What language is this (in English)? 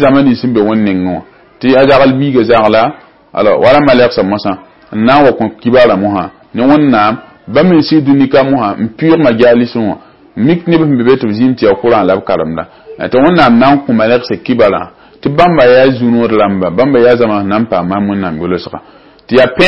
Mossi